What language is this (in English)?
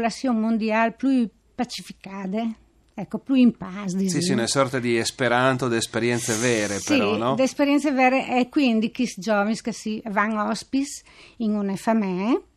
Friulian